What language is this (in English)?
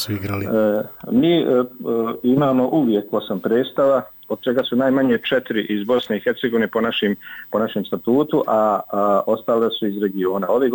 Bosnian